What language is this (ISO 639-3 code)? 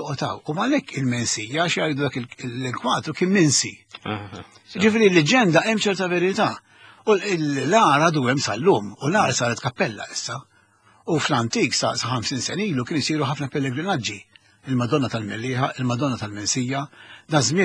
mlt